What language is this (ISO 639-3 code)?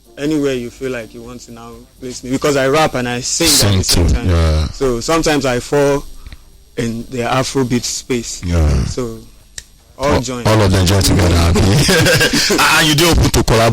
pcm